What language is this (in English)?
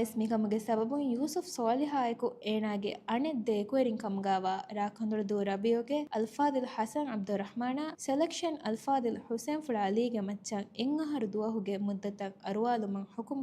Divehi